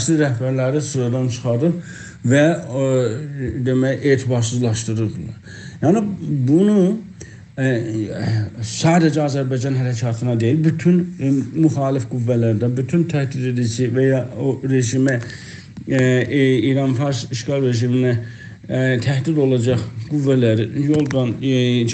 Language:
South Azerbaijani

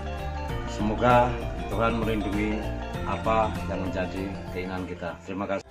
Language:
Indonesian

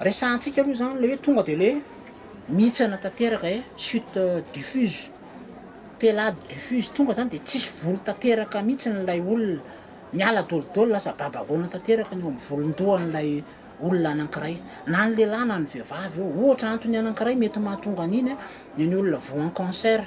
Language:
Malagasy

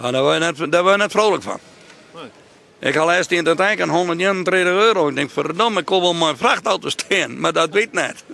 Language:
Western Frisian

